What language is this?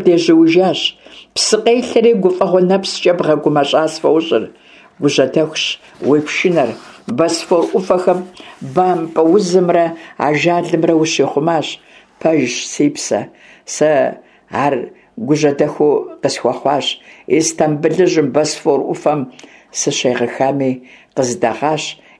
Kabardian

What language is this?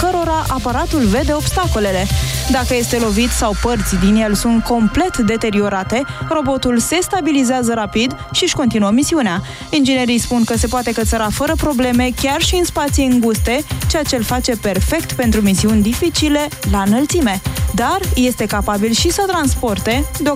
Romanian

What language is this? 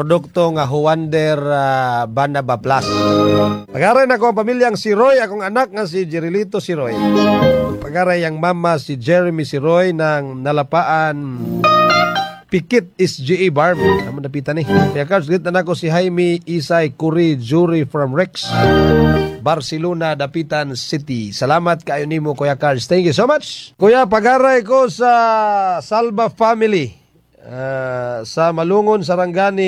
Cebuano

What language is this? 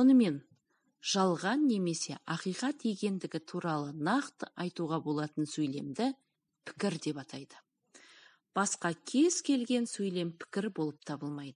Kazakh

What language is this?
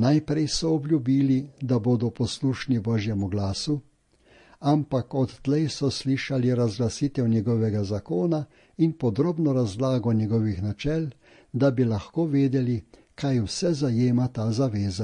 Slovenian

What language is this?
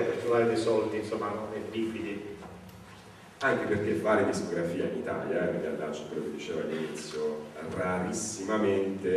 Italian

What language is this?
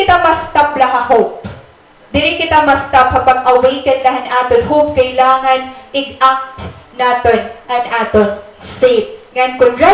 Waray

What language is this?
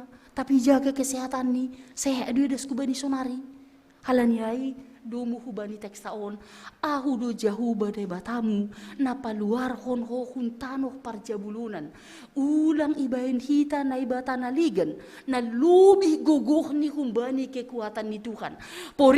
Batak Simalungun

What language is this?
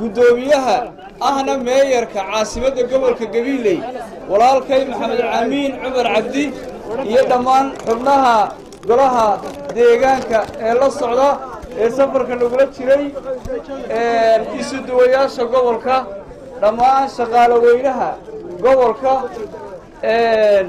Somali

